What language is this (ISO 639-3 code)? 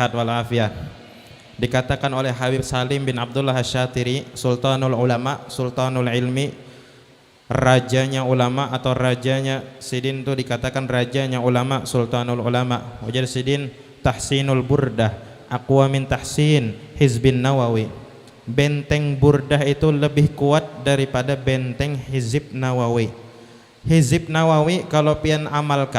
bjn